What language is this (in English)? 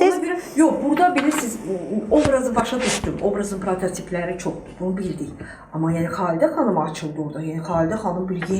Azerbaijani